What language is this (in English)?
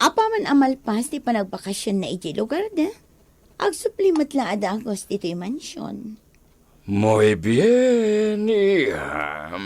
Iloko